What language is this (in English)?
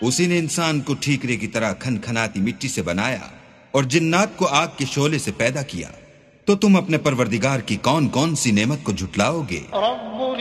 Urdu